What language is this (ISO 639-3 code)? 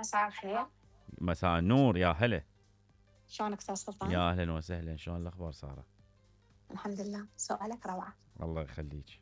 acm